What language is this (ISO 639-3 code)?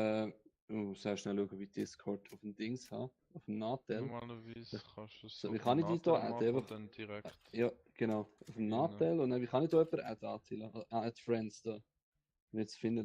gsw